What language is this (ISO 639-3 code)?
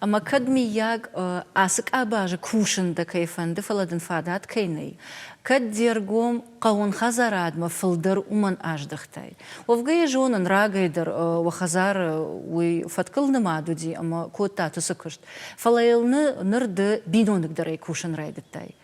oss